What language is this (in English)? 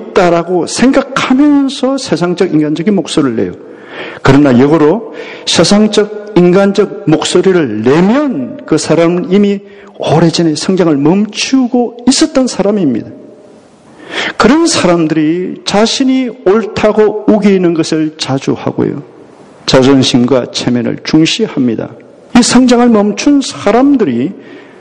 Korean